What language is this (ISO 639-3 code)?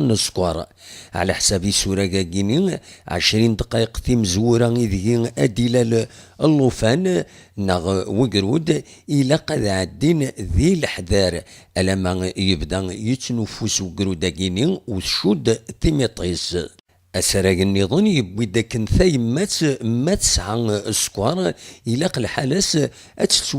kab